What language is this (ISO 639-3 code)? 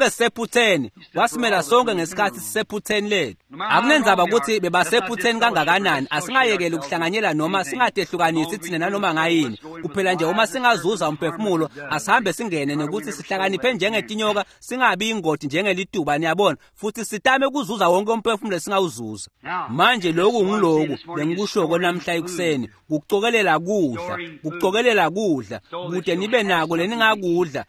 ssw